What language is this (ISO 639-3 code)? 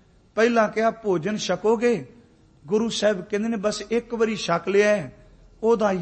pan